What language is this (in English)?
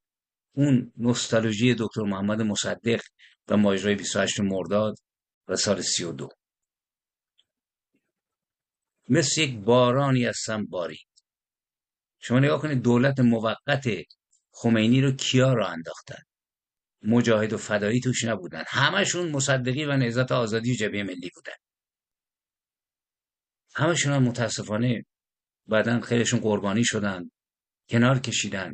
Persian